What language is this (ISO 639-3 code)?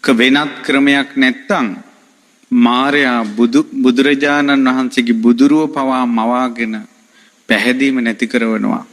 sin